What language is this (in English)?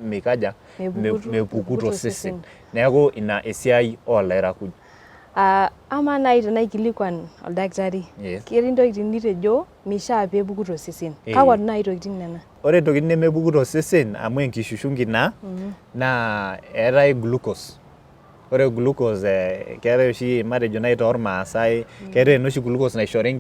Masai